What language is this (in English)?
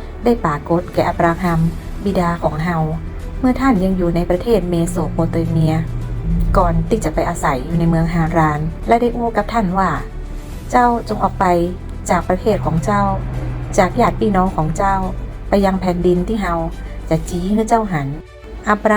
Northern Thai